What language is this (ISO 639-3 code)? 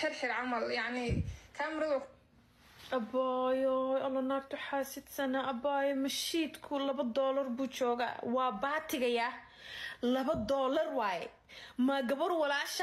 som